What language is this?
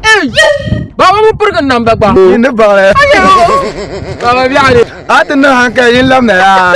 Dagbani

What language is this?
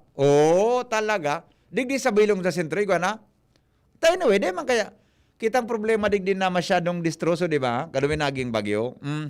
Bikol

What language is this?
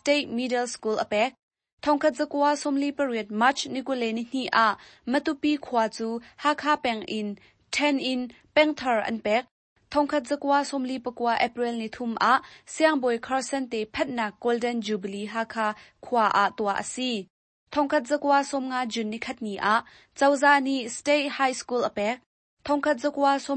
Hakha Chin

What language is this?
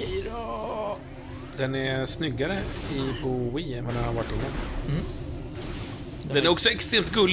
Swedish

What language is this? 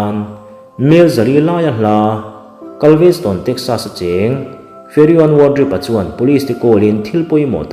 Mizo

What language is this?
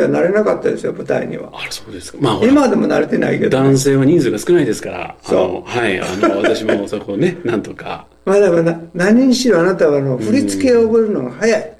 Japanese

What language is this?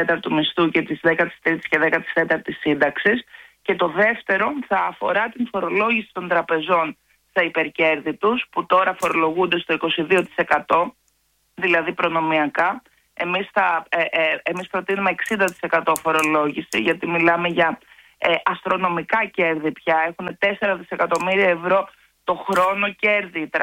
Greek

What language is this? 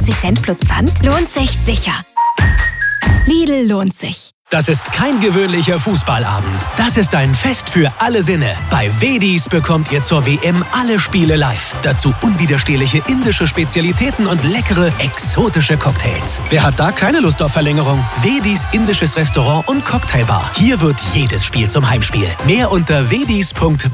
German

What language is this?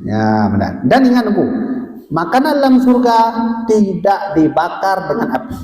Achinese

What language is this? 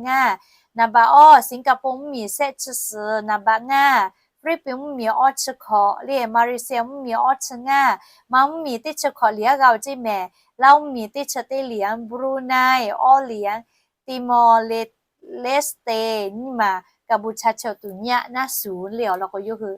Lahu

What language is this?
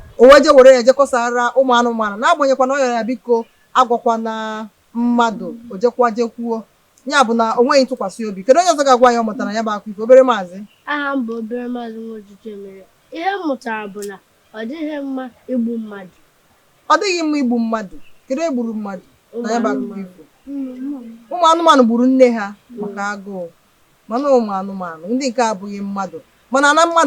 Igbo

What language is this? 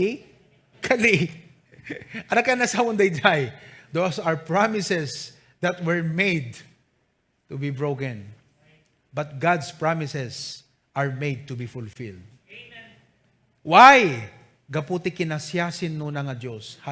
Iloko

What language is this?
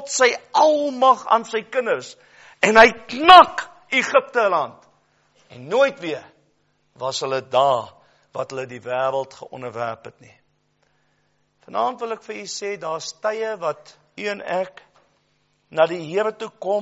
Afrikaans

